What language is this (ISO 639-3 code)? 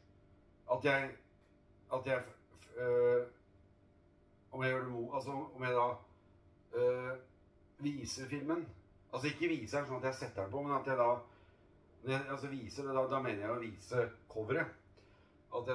nor